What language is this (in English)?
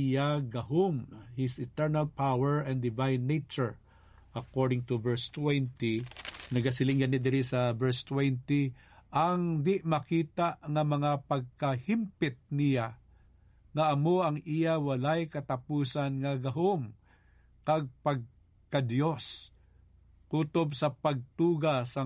Hiligaynon